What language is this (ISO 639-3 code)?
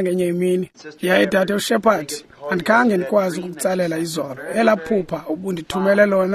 xho